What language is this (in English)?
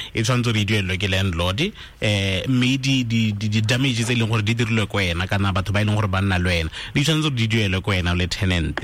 Tswana